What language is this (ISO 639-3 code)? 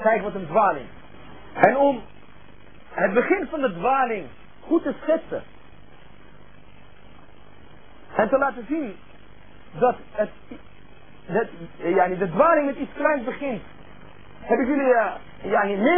nld